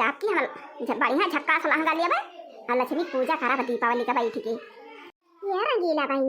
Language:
Awadhi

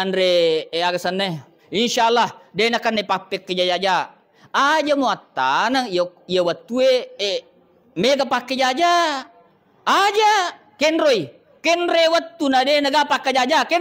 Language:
Buginese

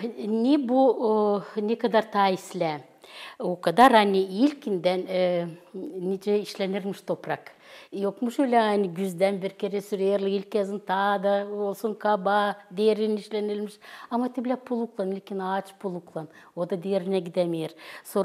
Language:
Gagauz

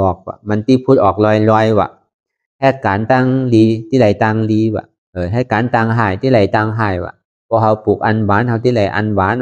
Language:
Shan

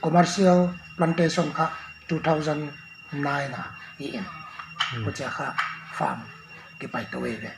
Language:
Paite Chin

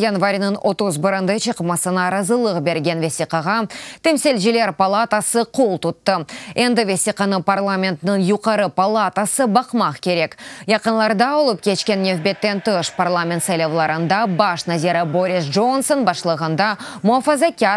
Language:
Crimean Tatar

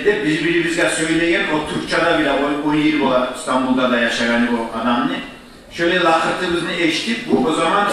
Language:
Kumyk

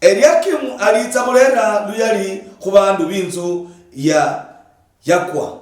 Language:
Luyia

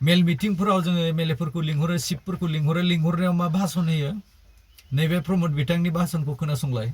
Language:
Bodo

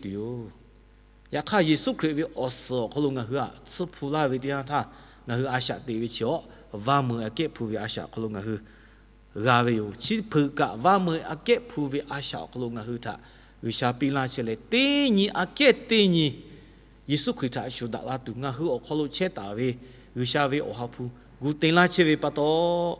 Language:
Lahu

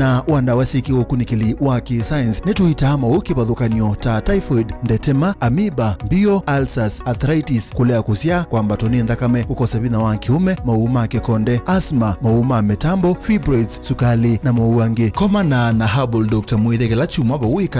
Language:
Kamba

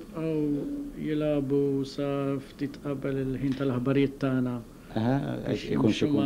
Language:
Maltese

